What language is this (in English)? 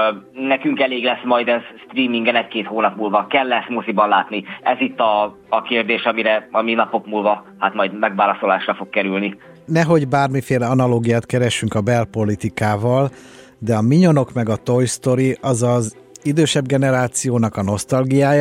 Hungarian